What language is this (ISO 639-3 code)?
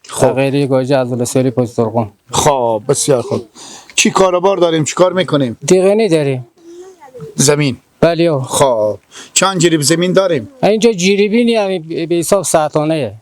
fas